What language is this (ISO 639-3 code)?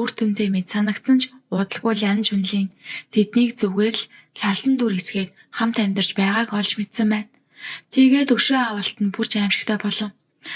mon